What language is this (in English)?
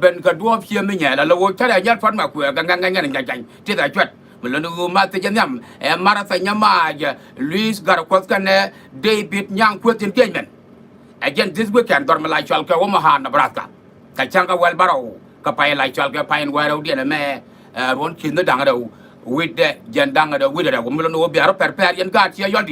Nuer